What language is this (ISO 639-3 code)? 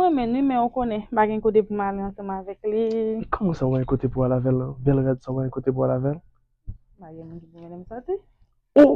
hat